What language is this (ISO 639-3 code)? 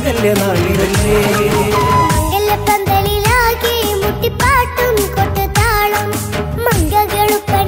mal